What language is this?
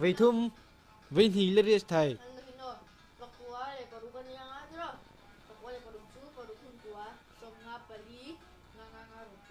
Mizo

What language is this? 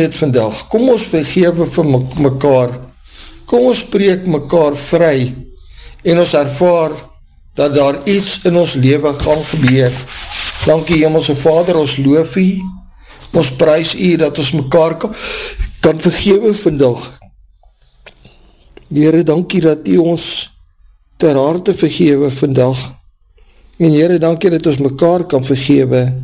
Afrikaans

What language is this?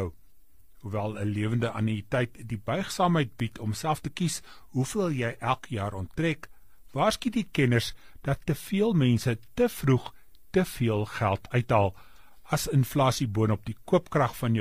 Afrikaans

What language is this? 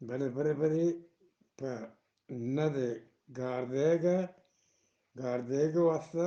Eastern Balochi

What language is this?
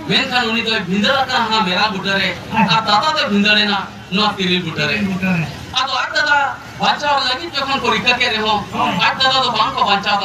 Santali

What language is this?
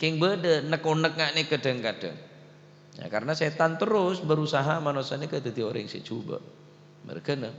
Madurese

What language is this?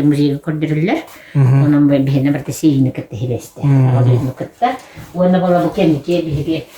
Yakut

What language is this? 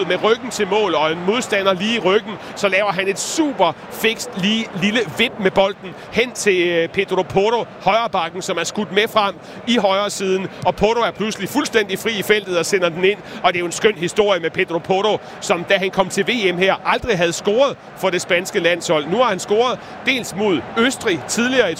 Danish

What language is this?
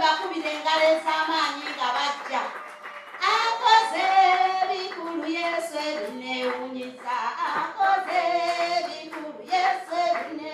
Ganda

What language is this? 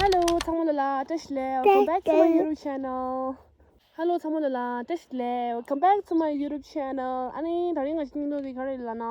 Tibetan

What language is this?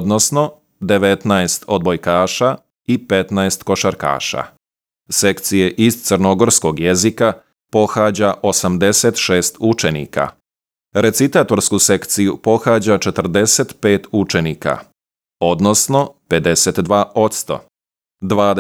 Serbian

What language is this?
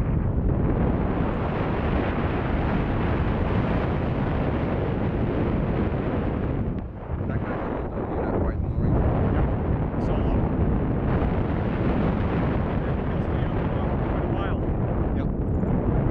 English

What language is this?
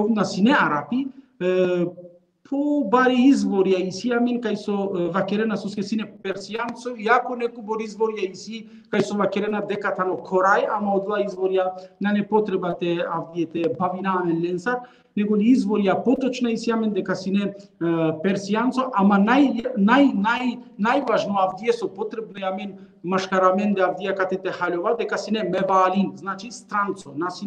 Balkan Romani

